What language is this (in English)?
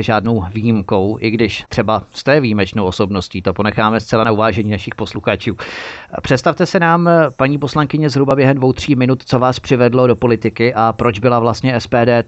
Czech